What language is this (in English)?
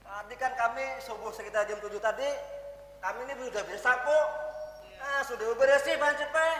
Banjar